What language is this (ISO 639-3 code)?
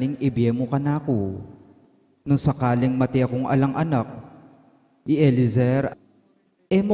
pam